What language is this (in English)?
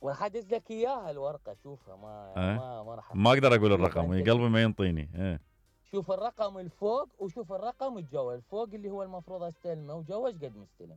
Mesopotamian Arabic